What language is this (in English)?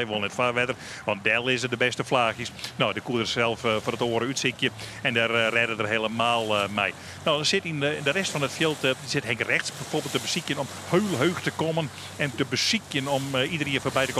Western Frisian